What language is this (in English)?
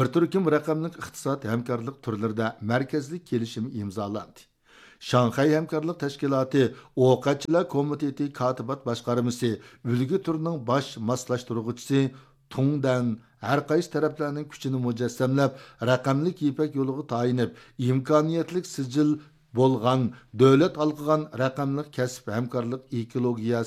Uyghur